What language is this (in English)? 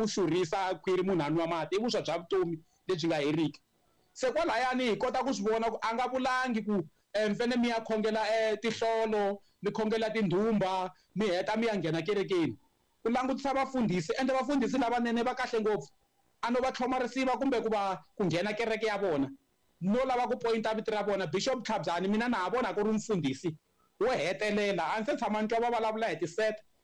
Tsonga